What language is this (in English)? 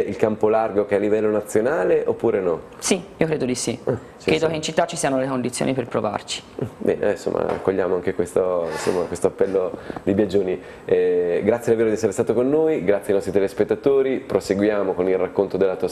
Italian